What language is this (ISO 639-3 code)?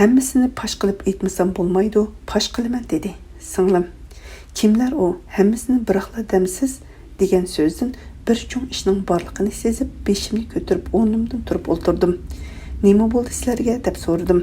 uig